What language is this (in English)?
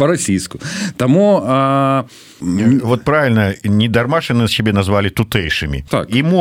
Belarusian